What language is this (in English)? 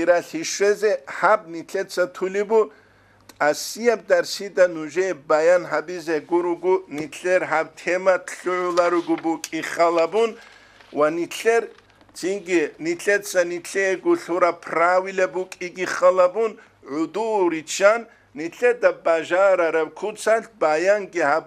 Avaric